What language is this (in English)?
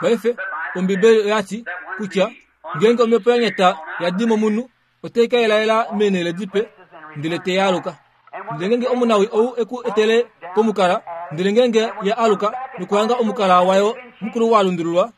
Kuanyama